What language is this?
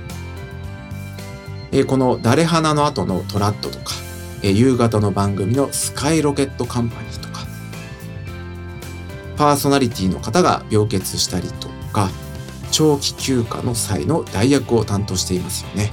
Japanese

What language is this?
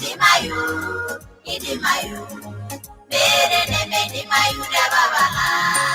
Masai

